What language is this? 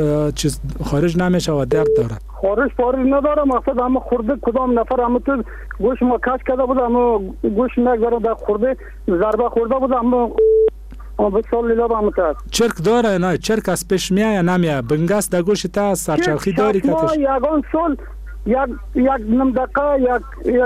Persian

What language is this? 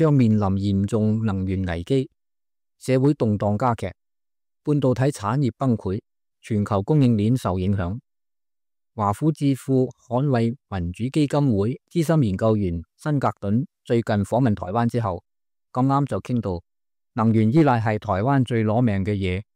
Cantonese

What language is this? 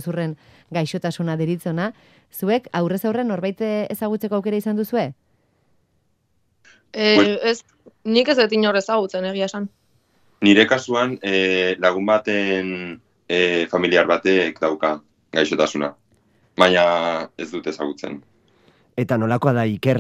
Basque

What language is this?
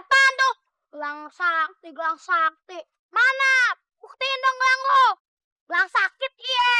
Betawi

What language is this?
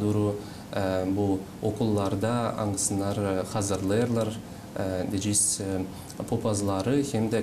Gagauz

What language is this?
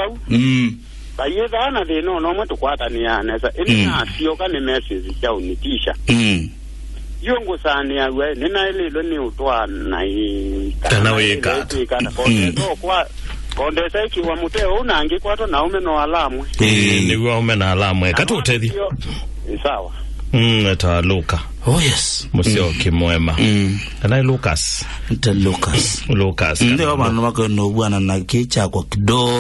Kamba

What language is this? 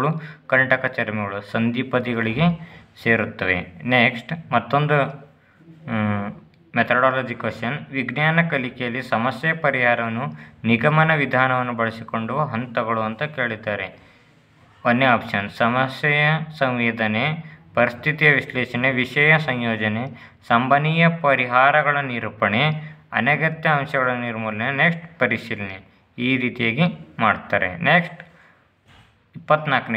Kannada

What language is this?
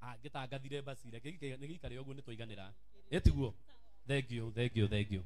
Kikuyu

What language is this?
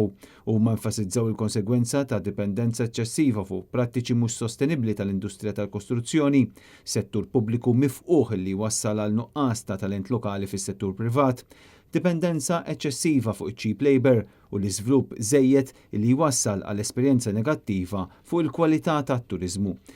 Maltese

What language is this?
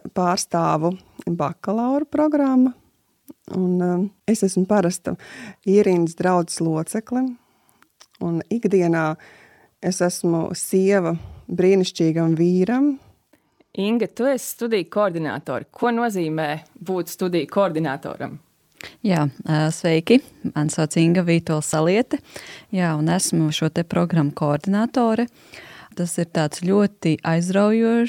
Latvian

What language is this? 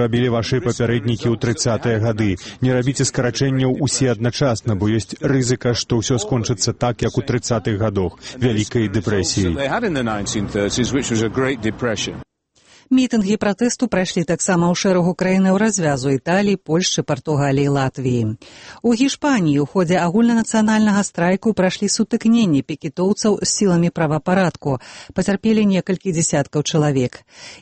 Belarusian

